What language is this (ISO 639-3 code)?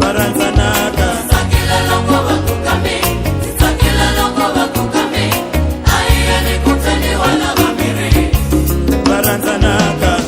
ven